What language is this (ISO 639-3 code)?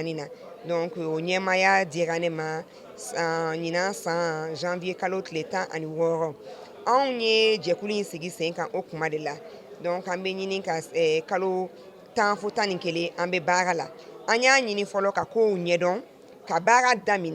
bam